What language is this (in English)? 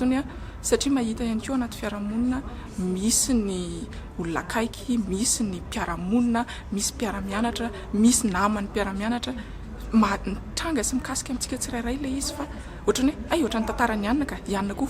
Malagasy